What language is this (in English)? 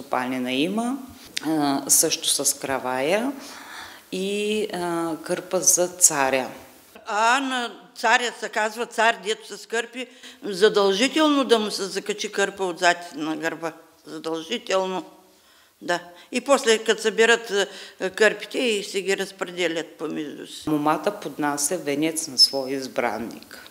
Bulgarian